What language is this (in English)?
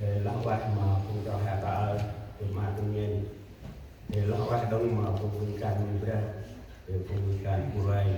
Central Mnong